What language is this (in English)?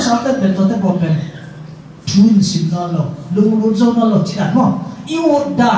Tedim Chin